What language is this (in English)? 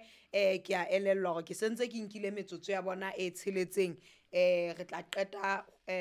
Southern Sotho